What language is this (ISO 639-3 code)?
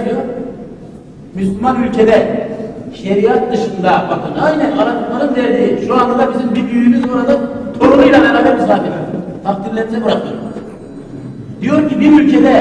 tur